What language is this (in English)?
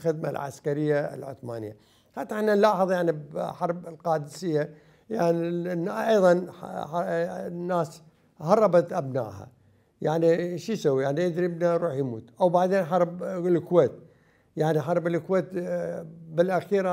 Mesopotamian Arabic